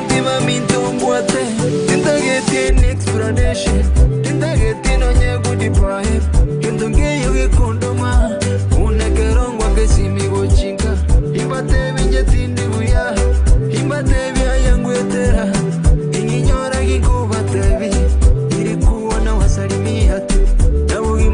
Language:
Gusii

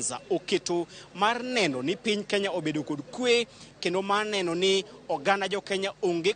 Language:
Luo (Kenya and Tanzania)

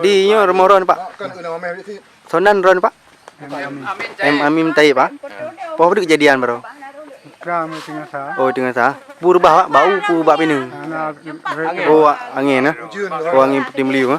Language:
Achinese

